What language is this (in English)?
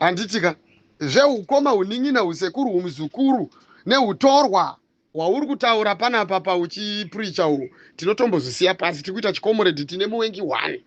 Shona